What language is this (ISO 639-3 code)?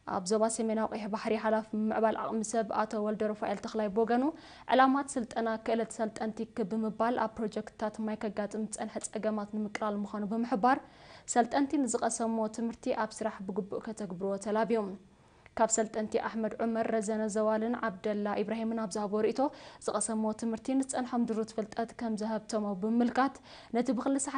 tir